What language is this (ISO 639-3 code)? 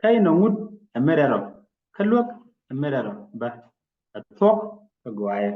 nus